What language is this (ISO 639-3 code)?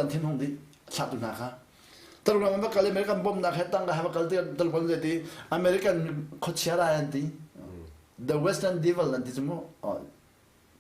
cnh